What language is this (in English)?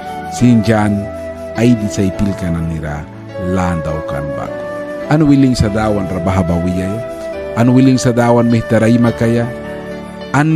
Mískito